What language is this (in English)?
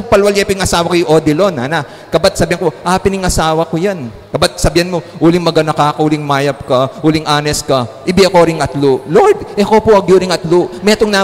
Pampanga